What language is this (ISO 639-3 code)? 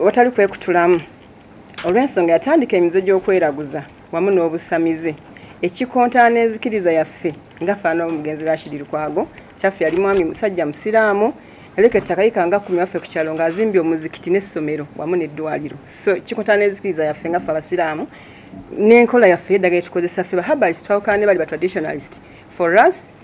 lug